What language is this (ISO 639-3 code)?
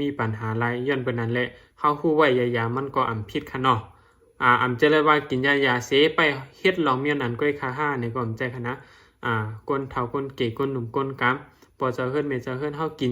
shn